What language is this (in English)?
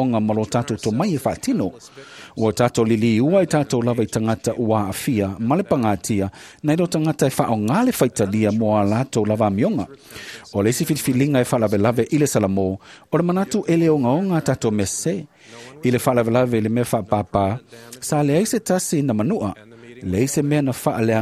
Samoan